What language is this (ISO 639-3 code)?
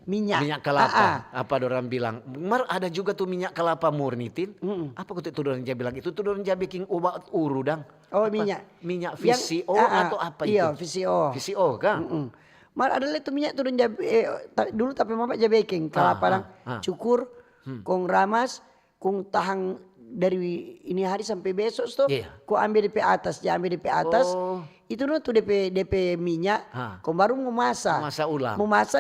xmm